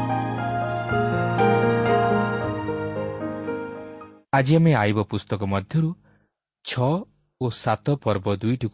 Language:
Odia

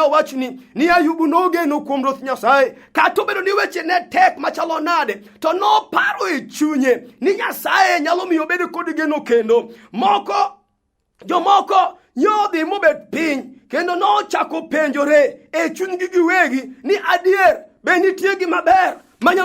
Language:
Luo (Kenya and Tanzania)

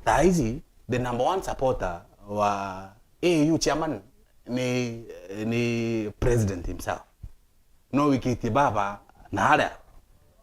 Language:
Meru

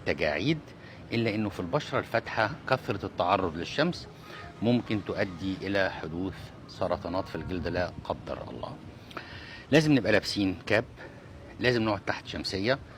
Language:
Egyptian Arabic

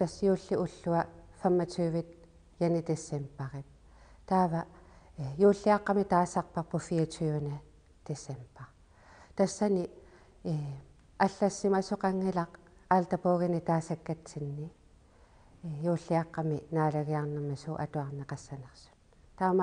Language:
Kalaallisut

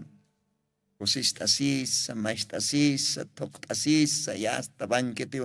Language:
Aymara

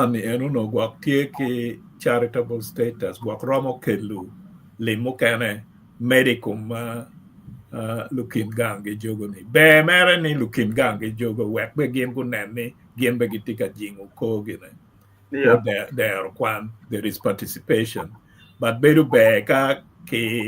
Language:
Acoli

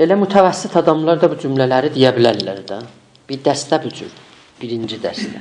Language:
South Azerbaijani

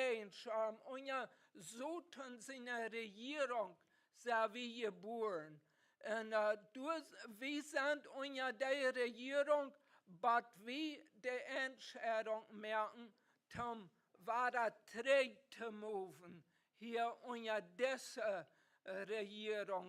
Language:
Plautdietsch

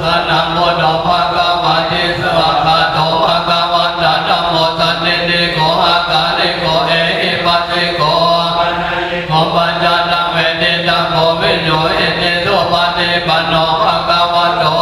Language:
Pali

